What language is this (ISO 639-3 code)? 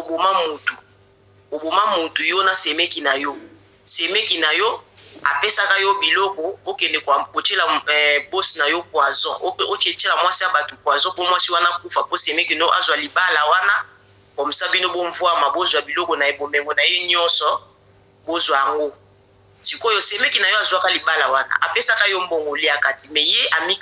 lin